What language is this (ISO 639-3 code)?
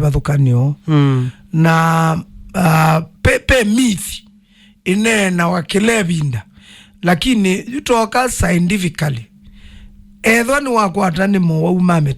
kam